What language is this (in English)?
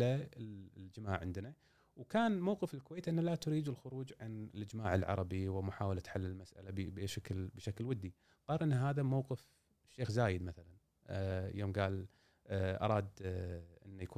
Gulf Arabic